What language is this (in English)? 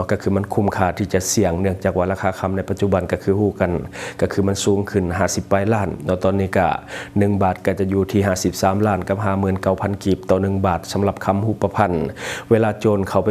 Lao